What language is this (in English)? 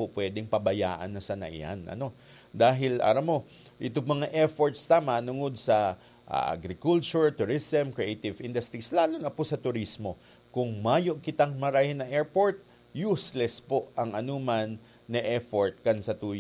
Bikol